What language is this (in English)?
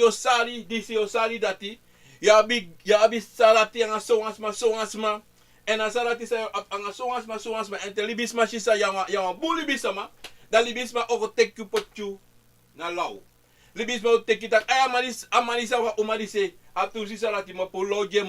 Sranan Tongo